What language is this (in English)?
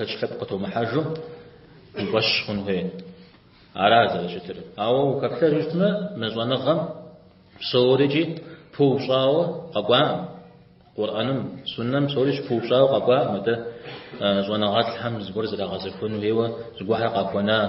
Kabardian